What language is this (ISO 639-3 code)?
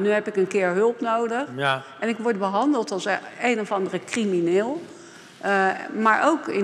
nld